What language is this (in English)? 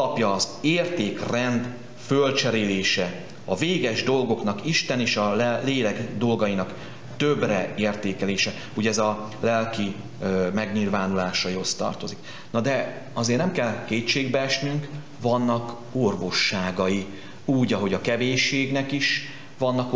Hungarian